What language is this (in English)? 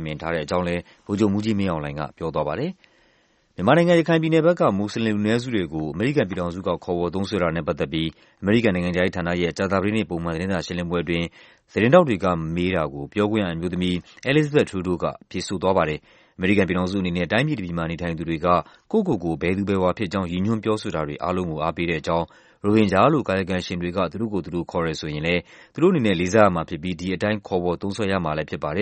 Burmese